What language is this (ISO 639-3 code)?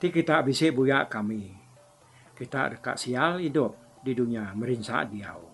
iba